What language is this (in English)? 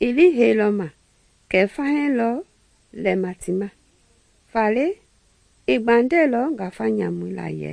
Mende